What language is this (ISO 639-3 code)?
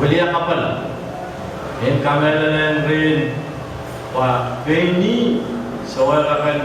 pon